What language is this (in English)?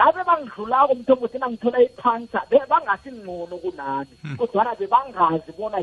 South Ndebele